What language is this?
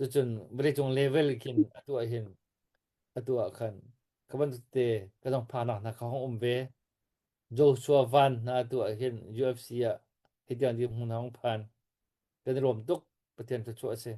Hakha Chin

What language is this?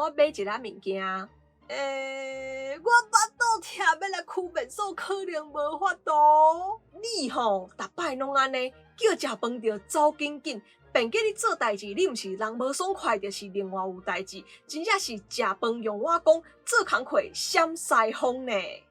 Min Nan Chinese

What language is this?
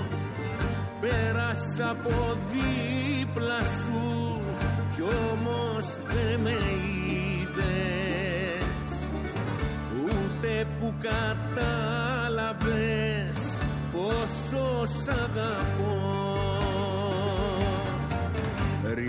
Greek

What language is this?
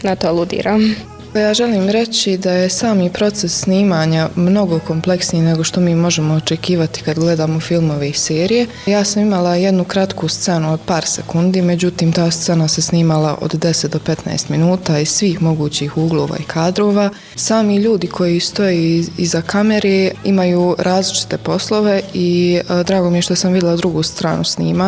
Bosnian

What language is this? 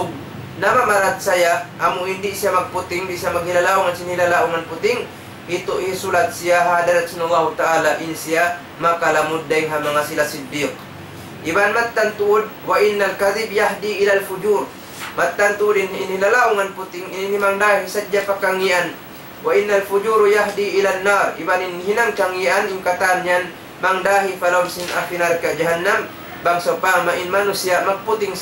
Tausug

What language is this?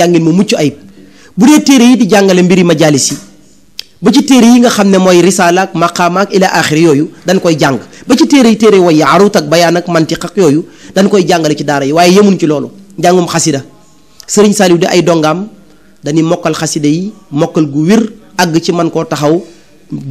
Wolof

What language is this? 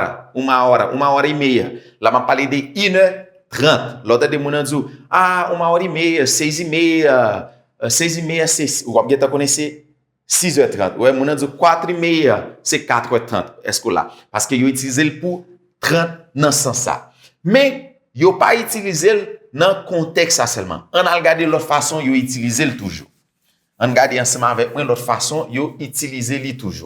Haitian Creole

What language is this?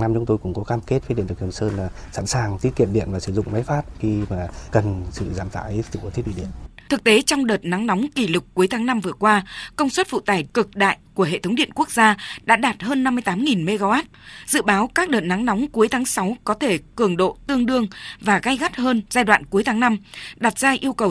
Vietnamese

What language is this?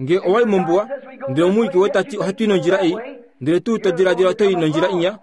Kuanyama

